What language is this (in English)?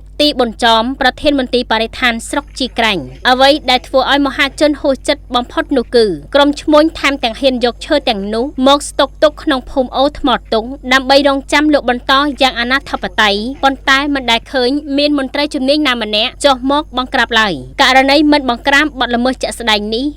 Khmer